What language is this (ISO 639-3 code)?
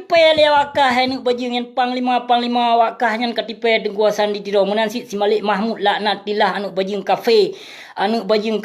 ace